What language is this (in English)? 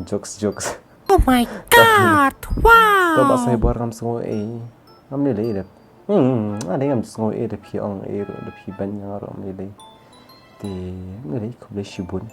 Khasi